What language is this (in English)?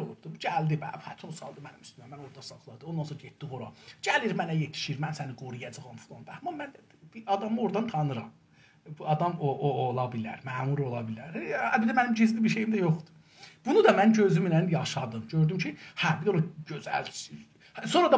South Azerbaijani